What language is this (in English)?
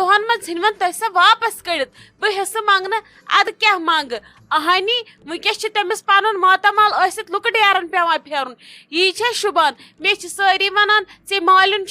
Kashmiri